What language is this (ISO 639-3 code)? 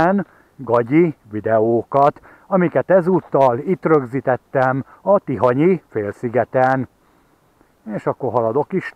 hun